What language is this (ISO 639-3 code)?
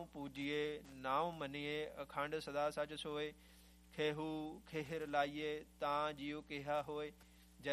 pan